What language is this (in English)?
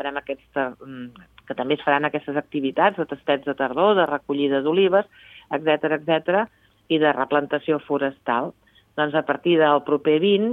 Catalan